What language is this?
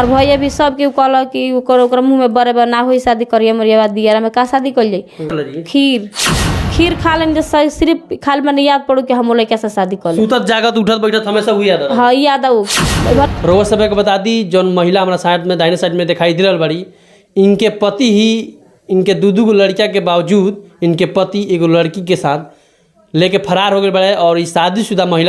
Bhojpuri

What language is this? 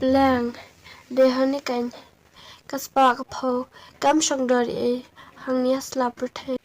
Khasi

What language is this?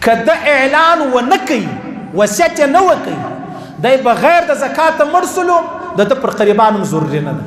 Pashto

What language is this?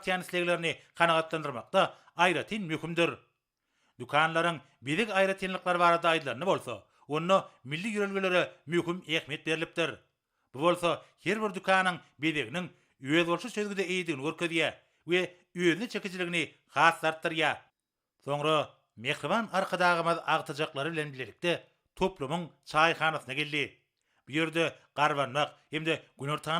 Turkmen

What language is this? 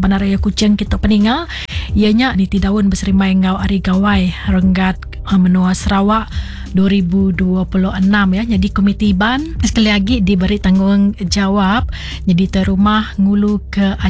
Iban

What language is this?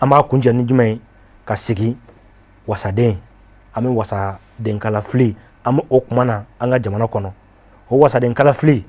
Bambara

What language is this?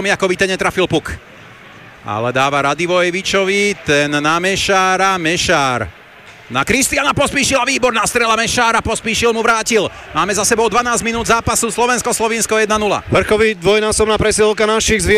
Slovak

